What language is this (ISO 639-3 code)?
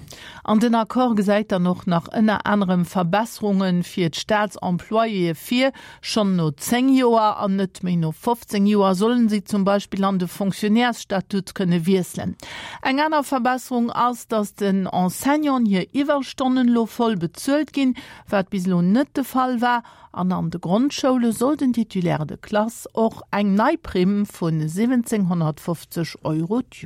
ltz